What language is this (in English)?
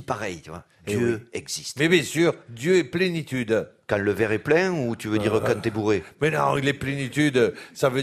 French